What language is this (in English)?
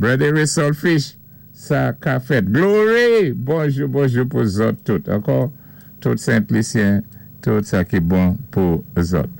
Saint Lucian Creole French